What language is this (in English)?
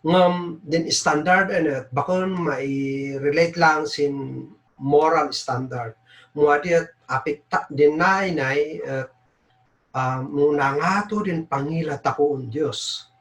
Kankanaey